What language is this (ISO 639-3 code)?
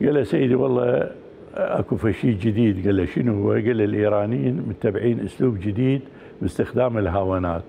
acm